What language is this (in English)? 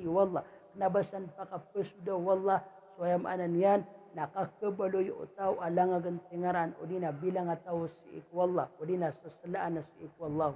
Maranao